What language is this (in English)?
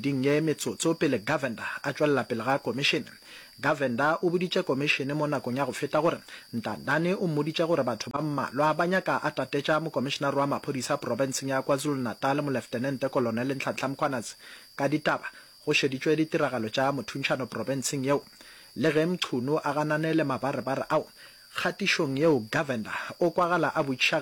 Northern Sotho